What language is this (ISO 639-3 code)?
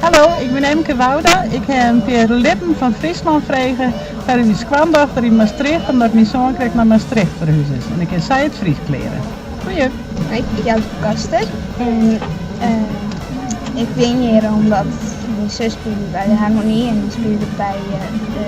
fry